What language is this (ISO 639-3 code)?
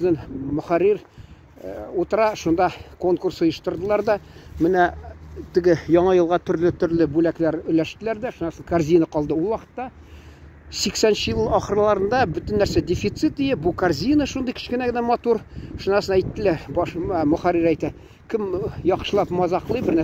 tat